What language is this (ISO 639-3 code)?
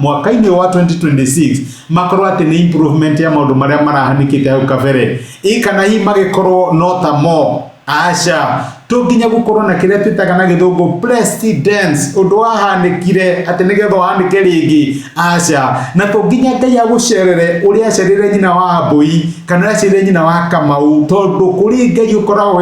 kik